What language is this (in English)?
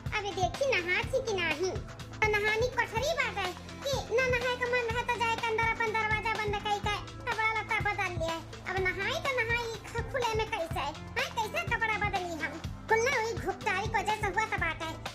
Awadhi